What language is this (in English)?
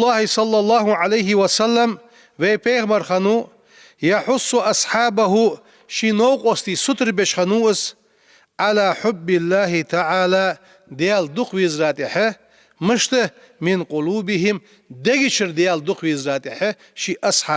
Ingush